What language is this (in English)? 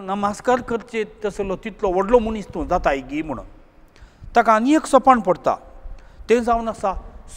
Konkani